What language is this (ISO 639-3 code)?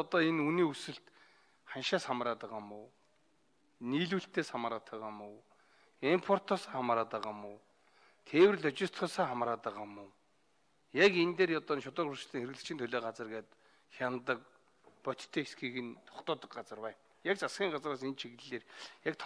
mon